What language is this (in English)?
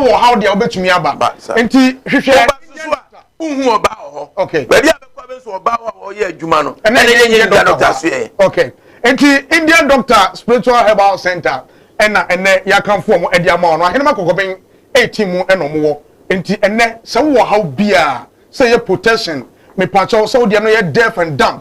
Akan